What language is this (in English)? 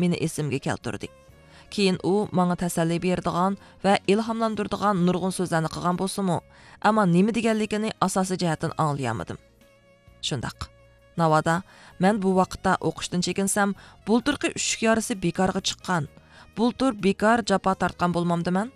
Uyghur